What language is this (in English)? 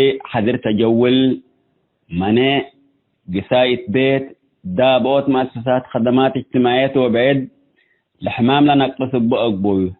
Tigre